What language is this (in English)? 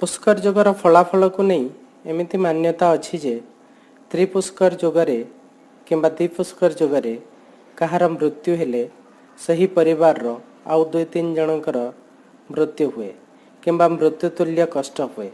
Odia